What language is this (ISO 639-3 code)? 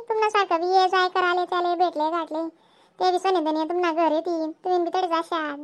khn